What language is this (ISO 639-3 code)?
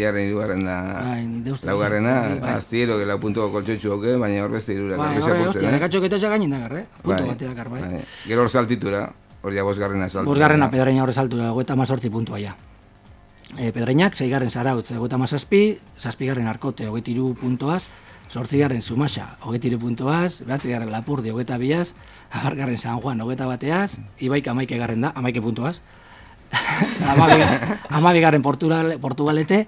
eus